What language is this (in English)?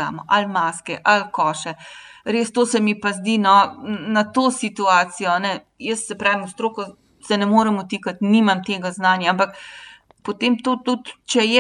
Slovenian